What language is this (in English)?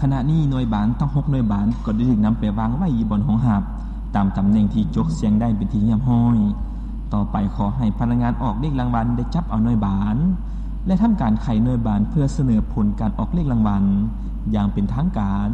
Lao